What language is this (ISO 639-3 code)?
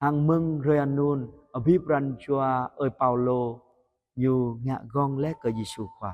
jra